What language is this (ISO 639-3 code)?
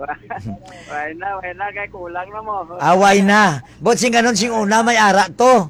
hil